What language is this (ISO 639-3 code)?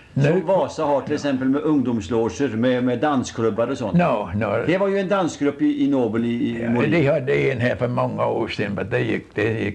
swe